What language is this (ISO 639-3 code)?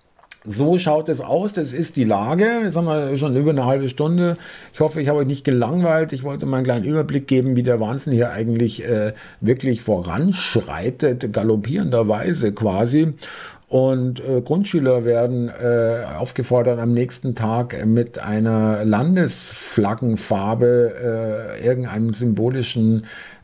deu